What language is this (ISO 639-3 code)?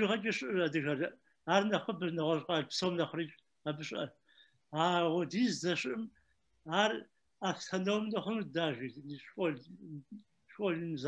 kbd